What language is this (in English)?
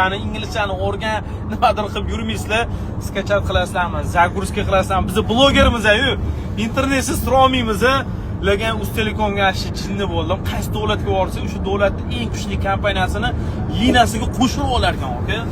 Uzbek